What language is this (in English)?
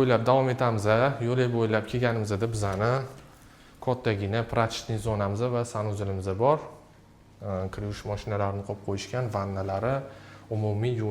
Uzbek